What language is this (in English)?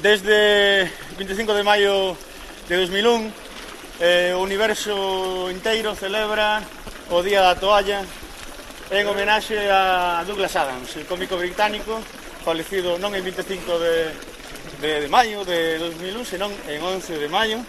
Galician